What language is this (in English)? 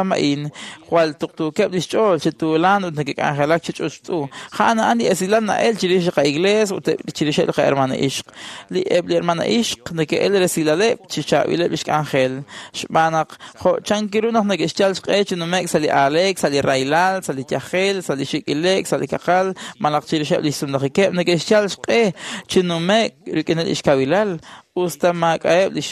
Kekchí